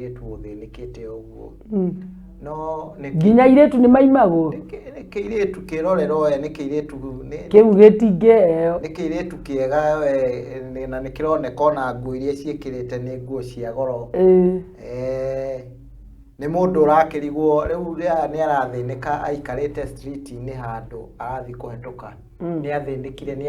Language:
Kikuyu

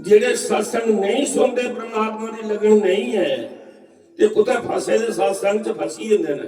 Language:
Dogri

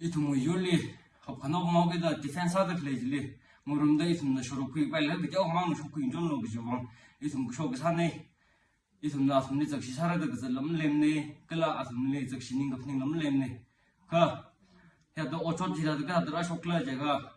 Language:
Tangkhul Naga (India)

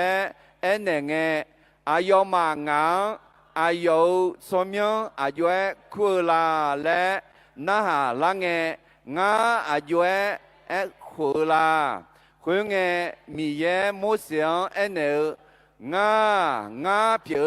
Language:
Akha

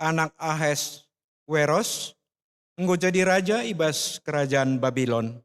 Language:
Batak Karo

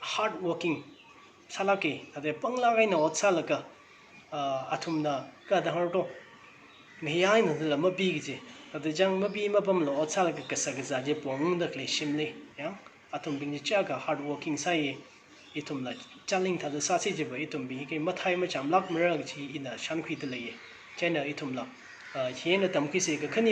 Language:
Tangkhul Naga (India)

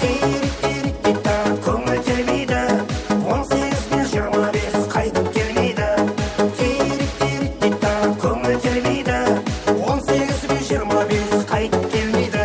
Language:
Kara-Kalpak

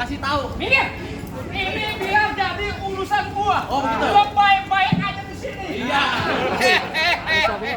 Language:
Betawi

